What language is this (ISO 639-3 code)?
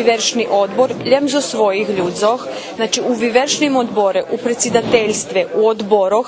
rue